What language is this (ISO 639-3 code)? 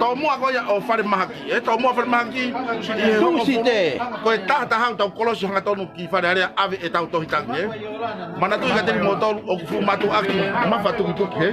ton